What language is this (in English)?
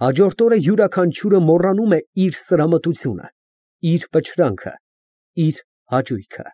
Armenian